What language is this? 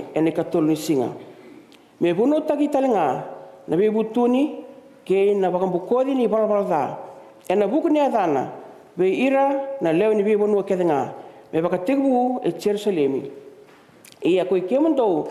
Fijian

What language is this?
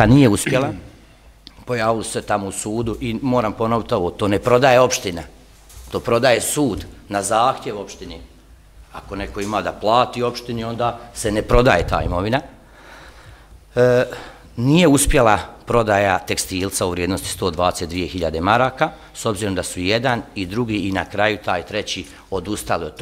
Bosnian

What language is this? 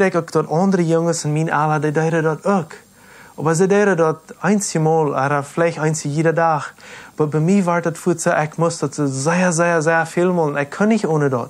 Plautdietsch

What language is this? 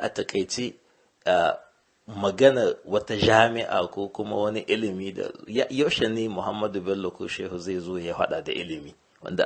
Hausa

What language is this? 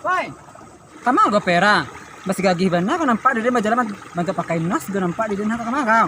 Minangkabau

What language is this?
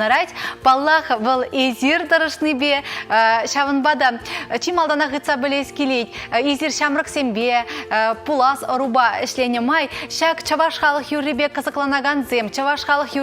Chuvash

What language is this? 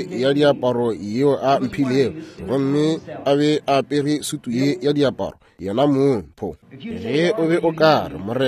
Northern Sotho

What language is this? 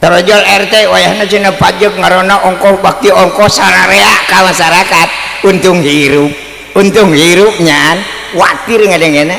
Sundanese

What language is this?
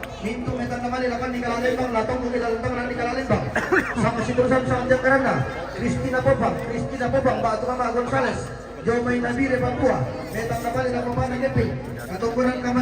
Toraja-Sa'dan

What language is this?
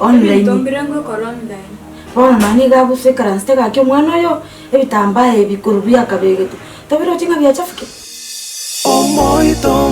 Gusii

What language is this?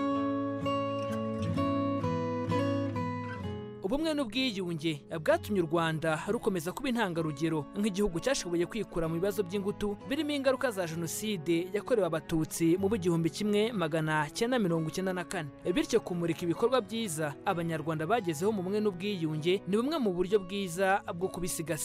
Kinyarwanda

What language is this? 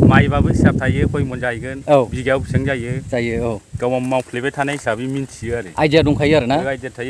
Bodo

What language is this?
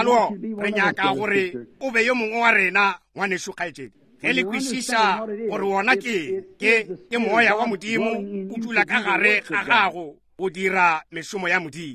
Northern Sotho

